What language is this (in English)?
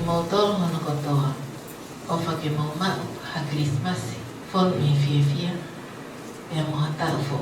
Tongan